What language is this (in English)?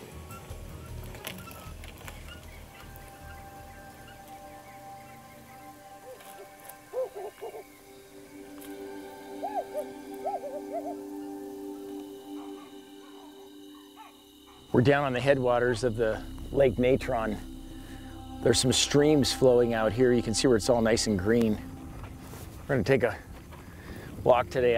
English